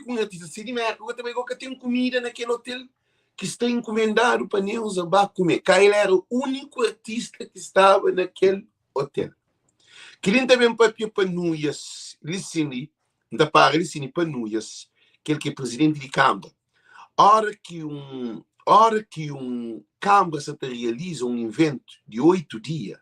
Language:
Kabuverdianu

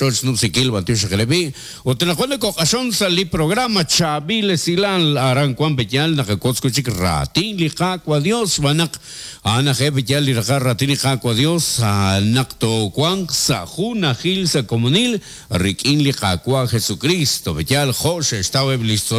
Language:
Kekchí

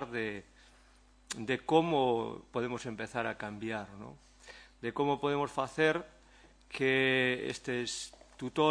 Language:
Galician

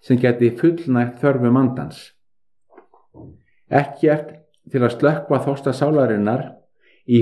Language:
Icelandic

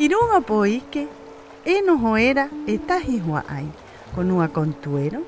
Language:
Rapanui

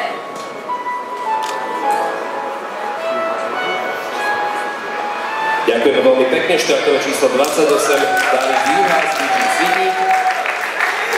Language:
Slovak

